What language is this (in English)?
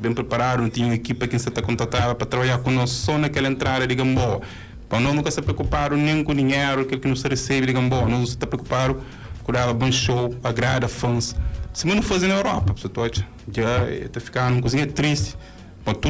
Kabuverdianu